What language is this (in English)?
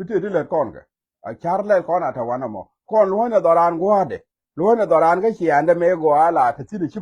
Nuer